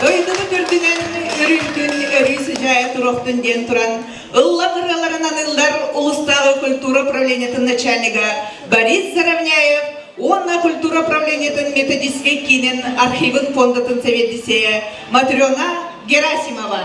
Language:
Yakut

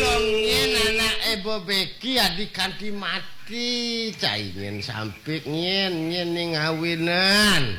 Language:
Balinese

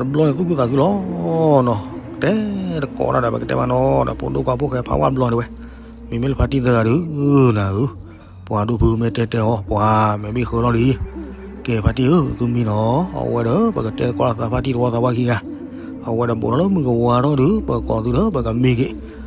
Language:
S'gaw Karen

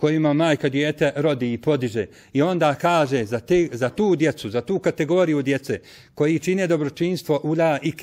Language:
Bosnian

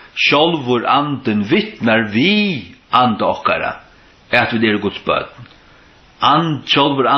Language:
Faroese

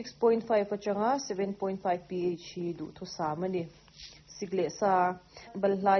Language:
Mizo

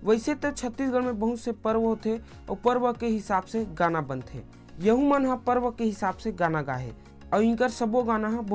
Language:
Chhattisgarhi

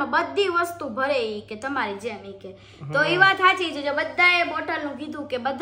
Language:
Gujarati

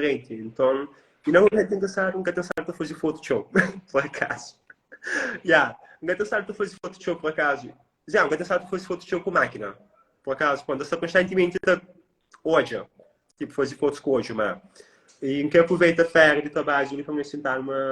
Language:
Kabuverdianu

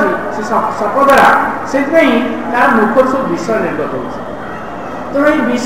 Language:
Odia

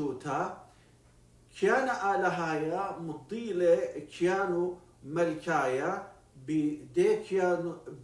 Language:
Assyrian Neo-Aramaic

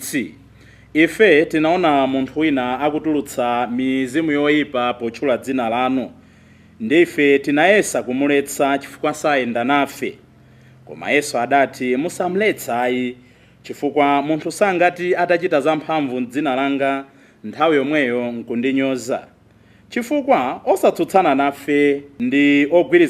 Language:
Nyanja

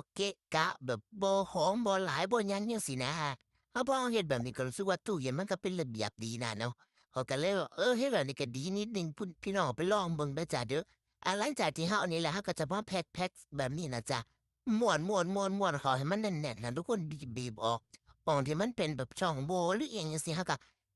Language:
Northeastern Thai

